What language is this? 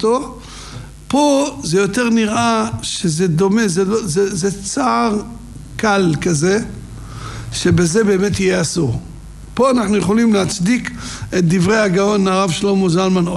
Hebrew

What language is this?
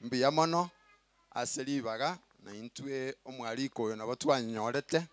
Gusii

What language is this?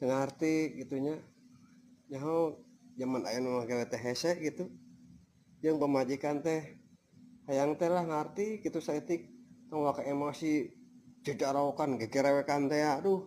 Sundanese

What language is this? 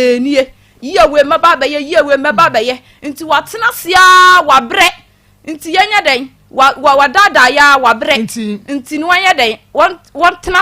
Akan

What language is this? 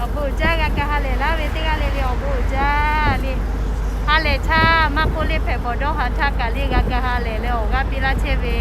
Lahu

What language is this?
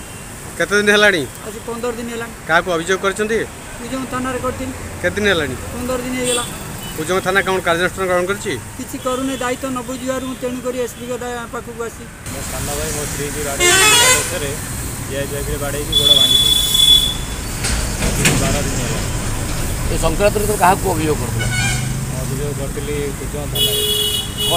Odia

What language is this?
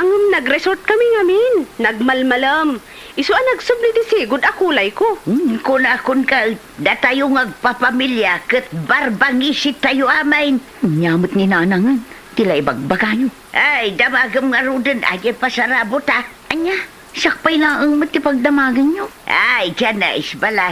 Iloko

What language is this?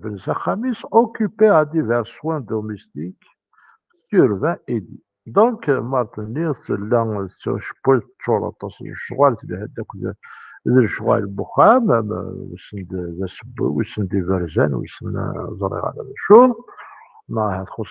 Kabyle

